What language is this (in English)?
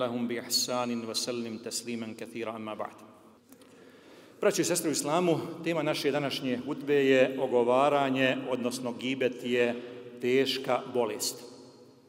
Bosnian